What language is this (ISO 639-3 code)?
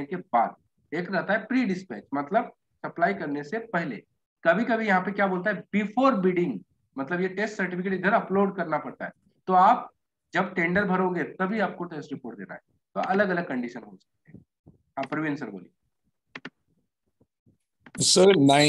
hin